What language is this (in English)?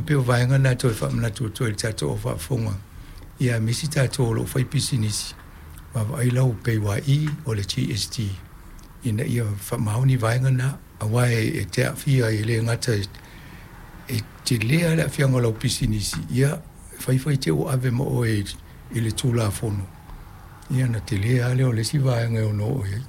Samoan